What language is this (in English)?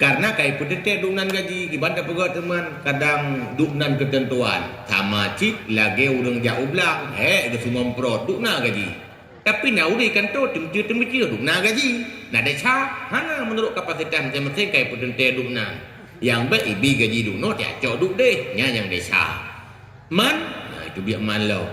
Achinese